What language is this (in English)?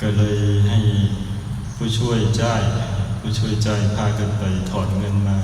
Lao